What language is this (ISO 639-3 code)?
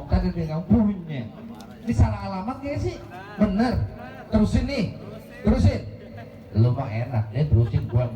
bew